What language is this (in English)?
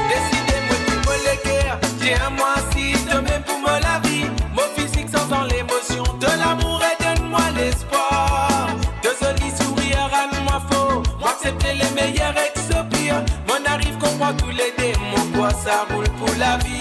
Morisyen